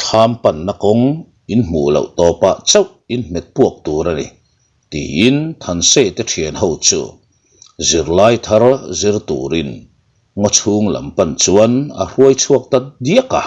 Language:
Mizo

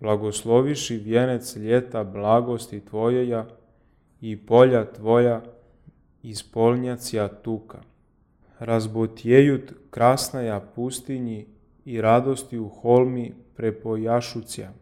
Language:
Church Slavic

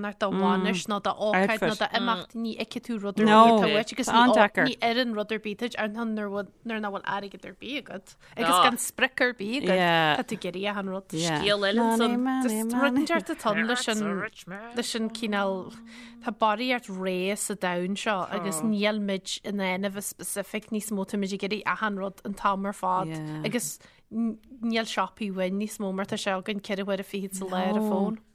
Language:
Irish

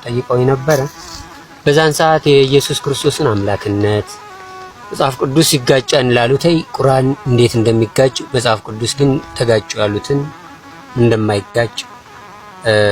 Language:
Amharic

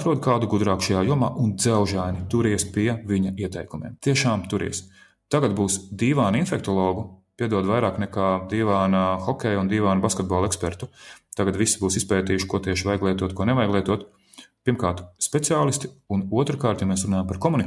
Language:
Latvian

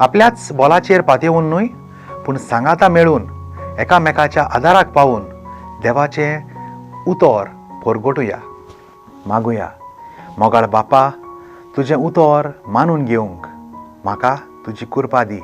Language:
Konkani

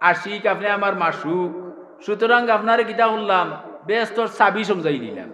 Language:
Sylheti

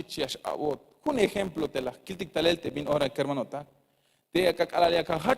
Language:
Tzeltal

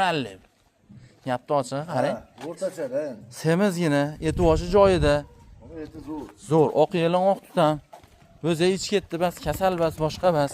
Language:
Uzbek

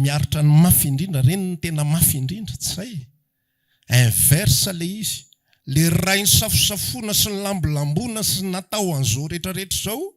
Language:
Malagasy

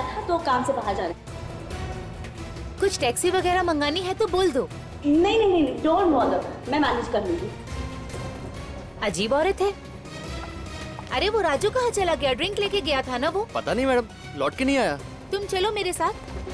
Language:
Hindi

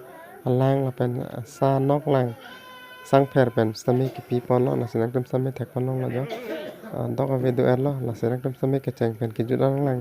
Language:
Karbi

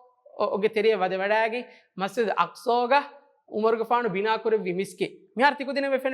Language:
Divehi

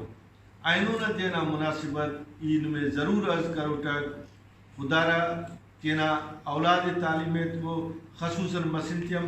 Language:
Brahui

